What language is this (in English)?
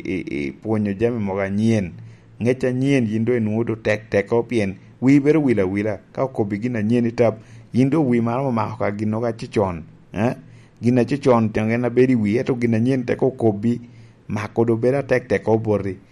Lango (Uganda)